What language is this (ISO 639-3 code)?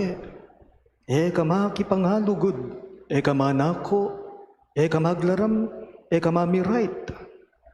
pam